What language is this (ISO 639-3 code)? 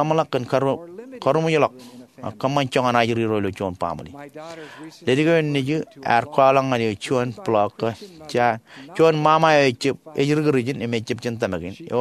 mah